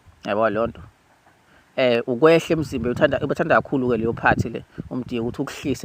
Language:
Zulu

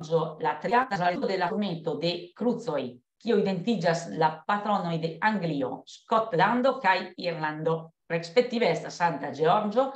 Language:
Esperanto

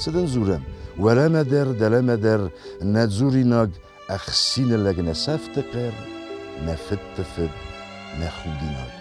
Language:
Ossetic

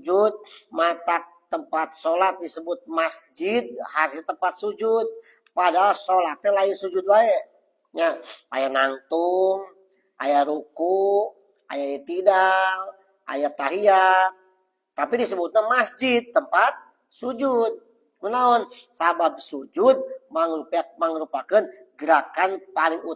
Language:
Sundanese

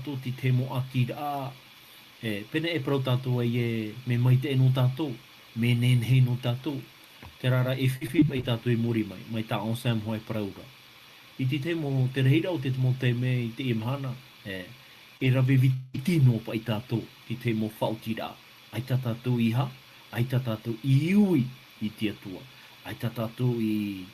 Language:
Tahitian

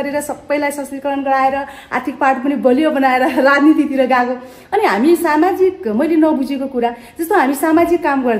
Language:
Nepali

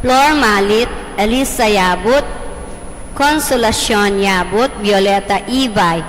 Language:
Pampanga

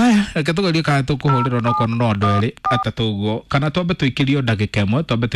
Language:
Kikuyu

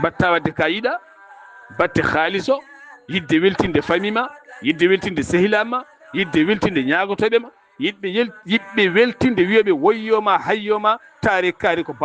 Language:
Fula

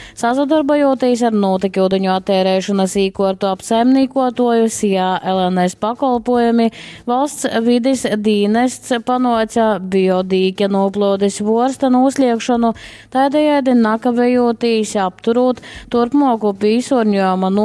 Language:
Latgalian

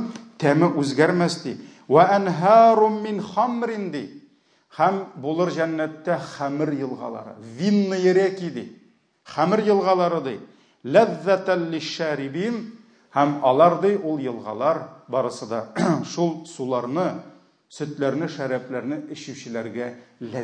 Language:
Tatar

